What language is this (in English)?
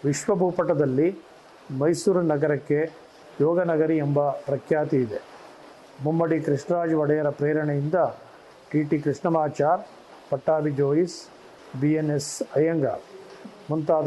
Kannada